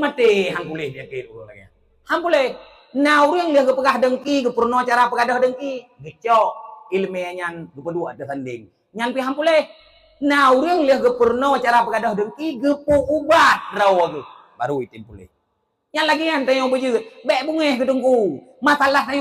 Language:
Achinese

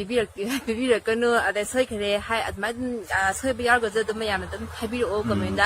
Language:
Manipuri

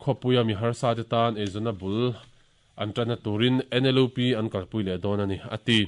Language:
Mizo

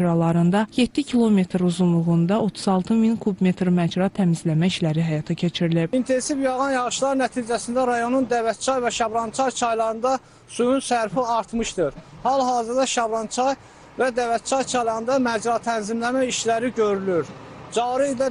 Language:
Azerbaijani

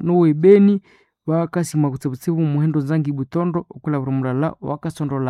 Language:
Nande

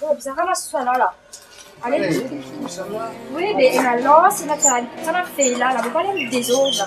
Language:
Morisyen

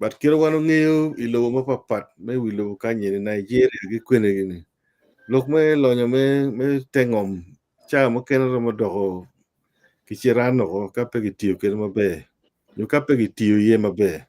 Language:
Acoli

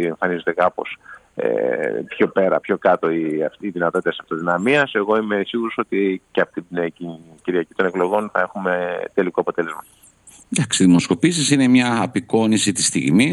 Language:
Greek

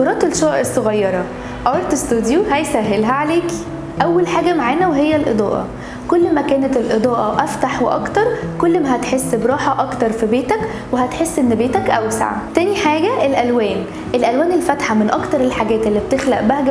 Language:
Egyptian Arabic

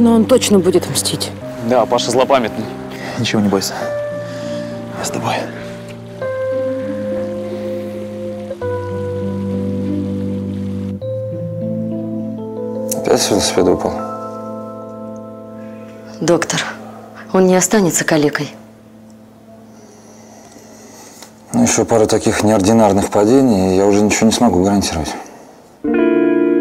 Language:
Russian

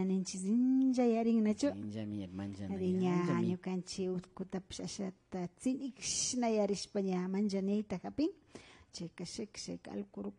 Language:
Imbabura Highland Quichua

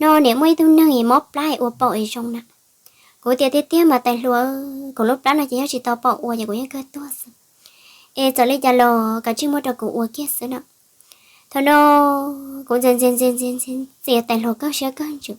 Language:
Hmong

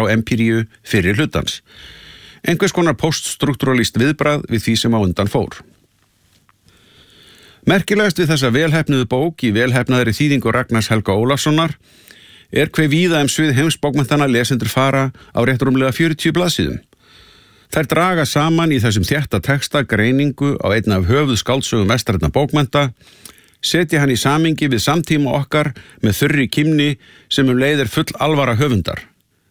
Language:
Icelandic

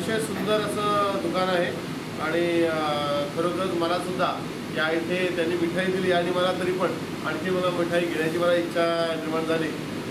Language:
Marathi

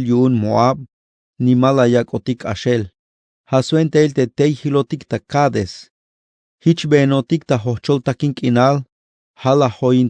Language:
Tzeltal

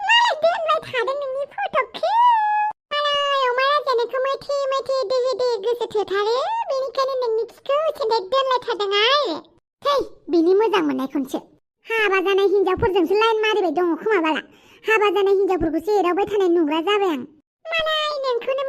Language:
Bodo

